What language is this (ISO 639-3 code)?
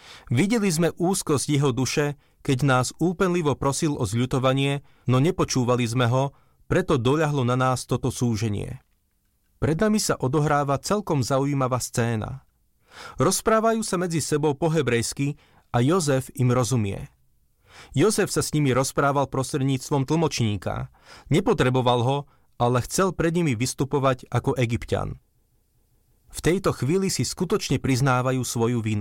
slk